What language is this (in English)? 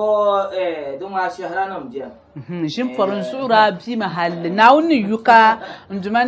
Dagbani